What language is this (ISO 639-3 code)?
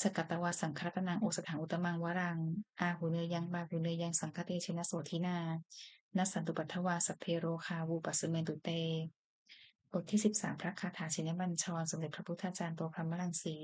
pli